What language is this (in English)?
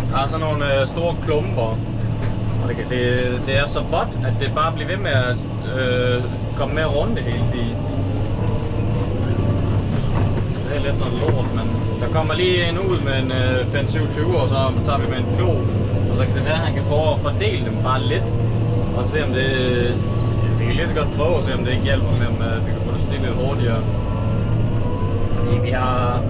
Danish